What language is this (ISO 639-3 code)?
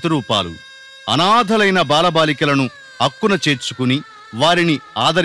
tel